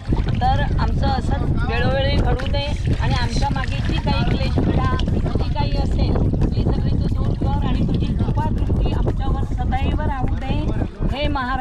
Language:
Marathi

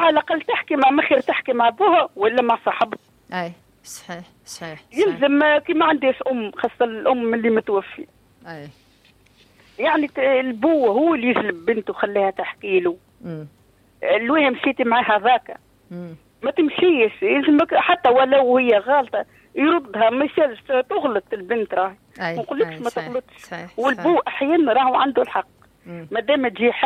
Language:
Tunisian Arabic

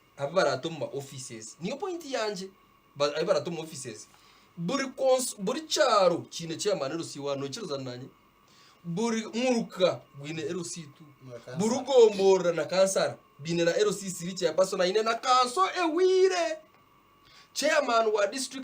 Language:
Nyankole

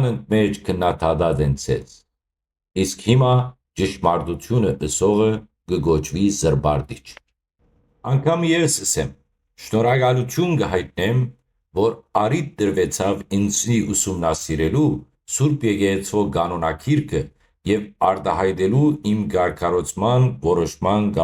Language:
Western Armenian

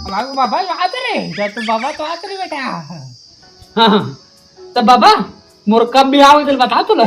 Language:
Chhattisgarhi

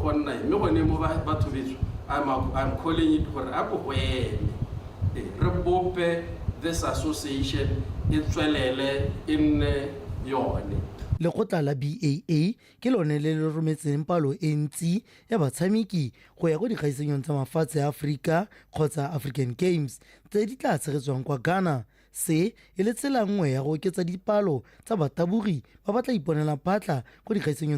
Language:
Tswana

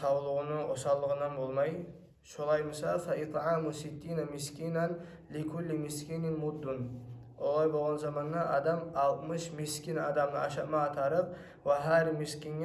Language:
Kumyk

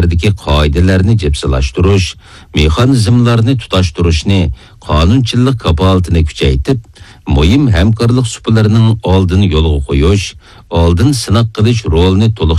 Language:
Uyghur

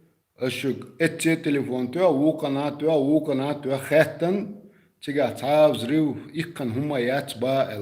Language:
Chechen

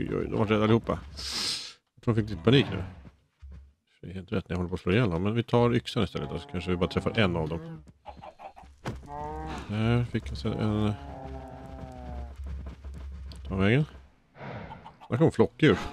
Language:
Swedish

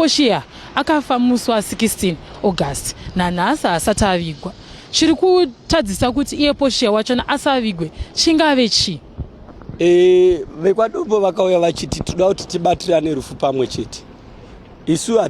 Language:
Shona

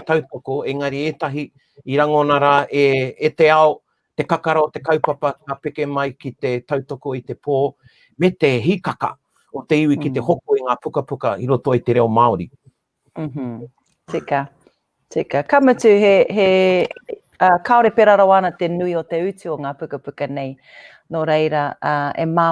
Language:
Māori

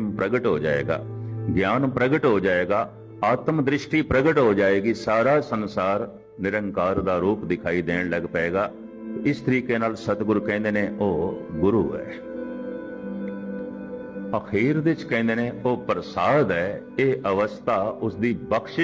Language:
Punjabi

